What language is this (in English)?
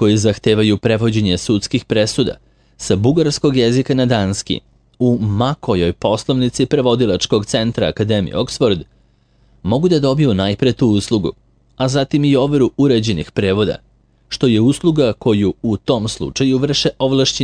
Serbian